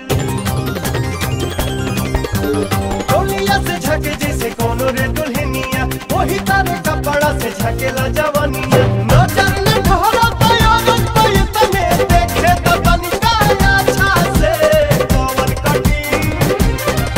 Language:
Bhojpuri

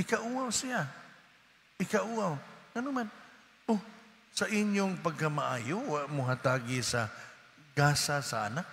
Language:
Cebuano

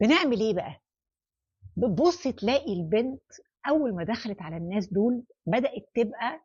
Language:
Egyptian Arabic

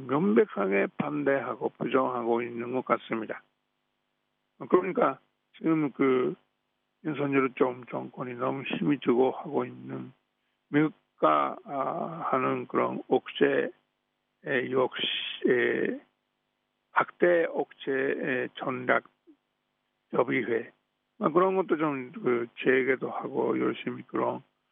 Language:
Korean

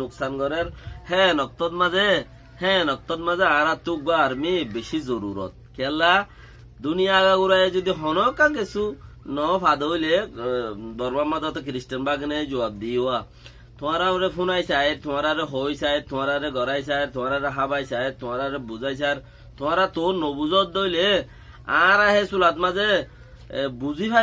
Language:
Rohingya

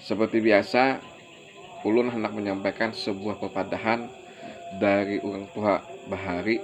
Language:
Banjar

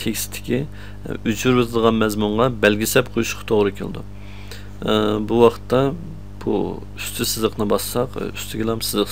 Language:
Uyghur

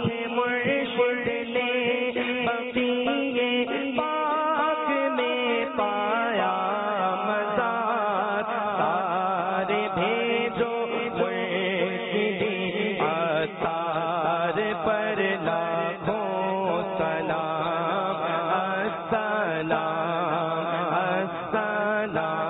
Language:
Urdu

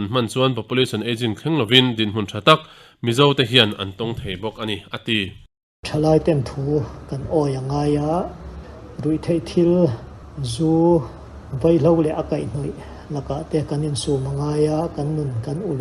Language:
Mizo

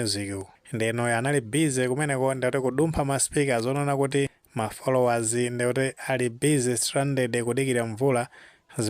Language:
Nyanja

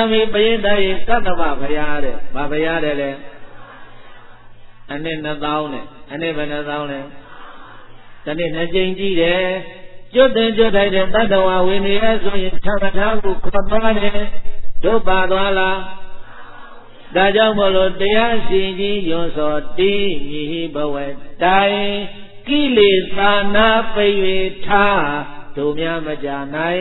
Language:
Burmese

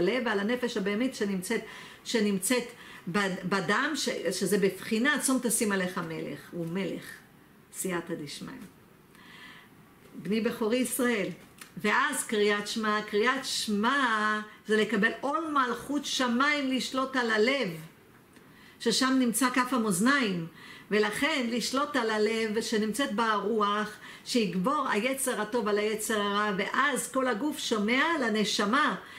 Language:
Hebrew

